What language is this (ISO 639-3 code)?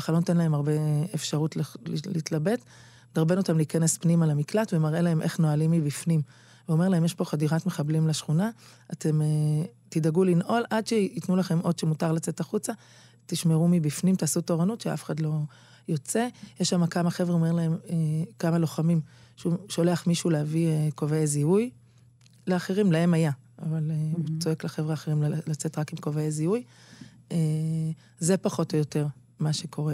heb